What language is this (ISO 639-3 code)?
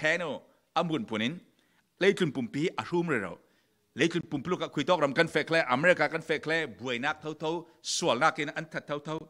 cfm